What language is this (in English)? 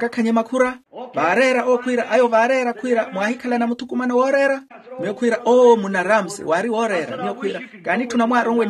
Makhuwa